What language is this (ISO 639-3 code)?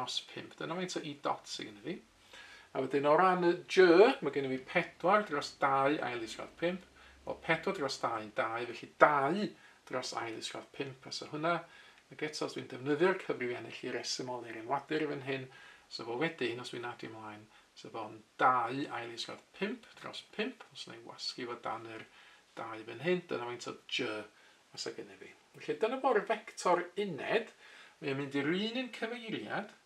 cym